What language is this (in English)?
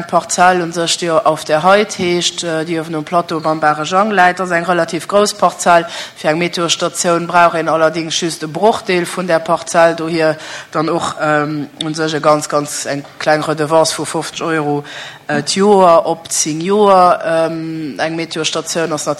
Luxembourgish